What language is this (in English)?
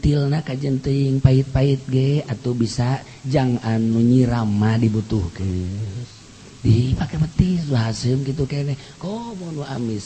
Sundanese